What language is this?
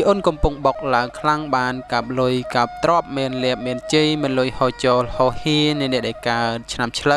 Khmer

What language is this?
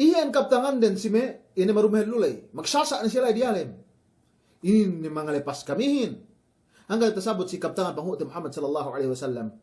Yakan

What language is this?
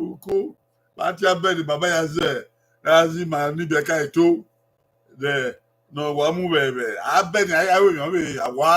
Bini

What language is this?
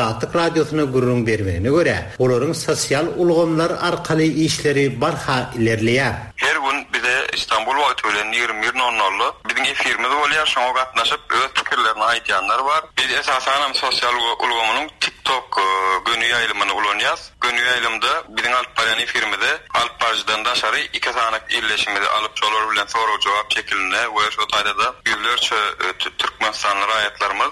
Turkmen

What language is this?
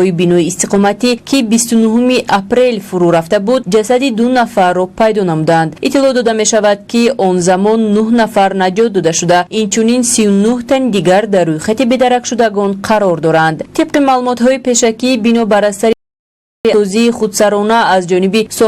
Tajik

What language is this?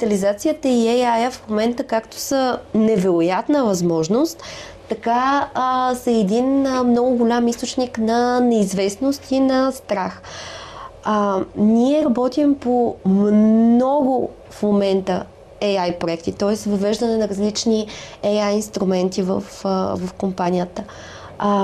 Bulgarian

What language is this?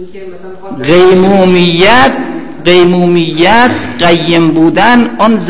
Persian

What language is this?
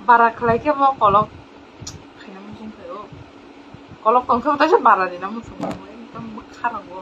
Kok Borok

